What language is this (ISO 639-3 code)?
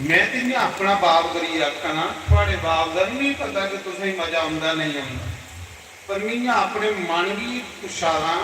doi